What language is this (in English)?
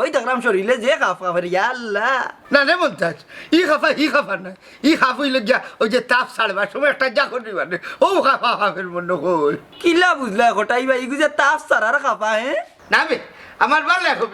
Sylheti